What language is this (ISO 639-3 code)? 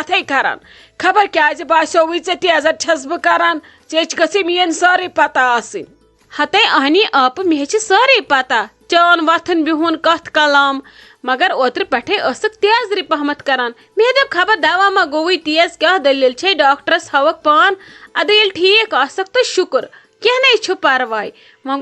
kas